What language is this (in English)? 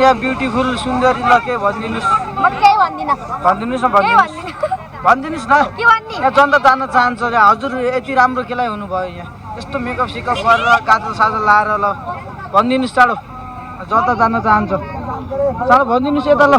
Nepali